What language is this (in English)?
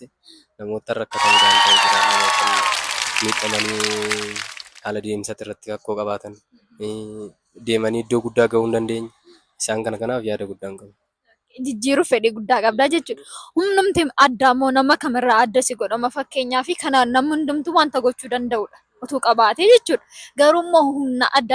Oromo